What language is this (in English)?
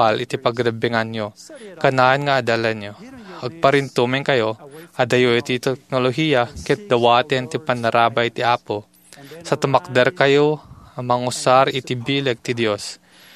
Iloko